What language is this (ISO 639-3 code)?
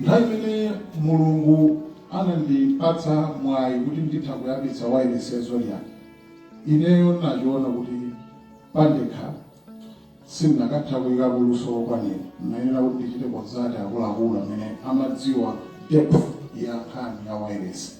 nya